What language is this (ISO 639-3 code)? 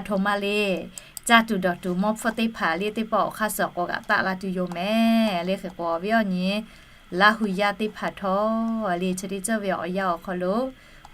lhu